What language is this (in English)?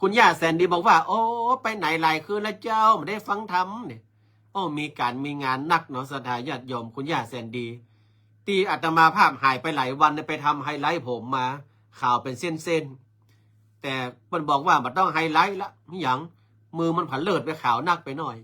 Northern Thai